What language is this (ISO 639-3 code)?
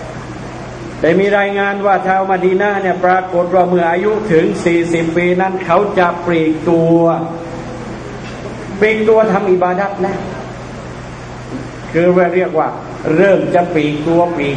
tha